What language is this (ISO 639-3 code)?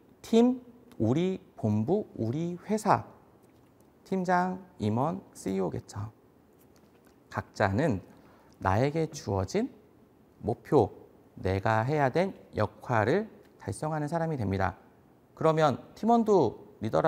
kor